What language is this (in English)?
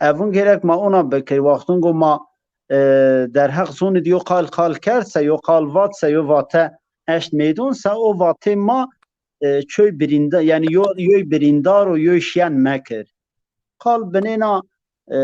Zaza